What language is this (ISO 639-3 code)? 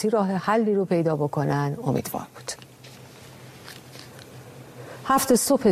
fas